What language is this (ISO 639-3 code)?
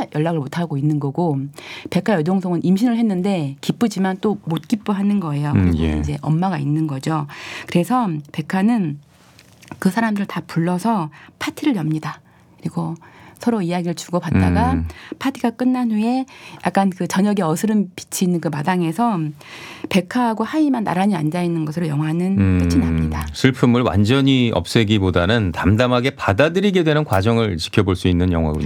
kor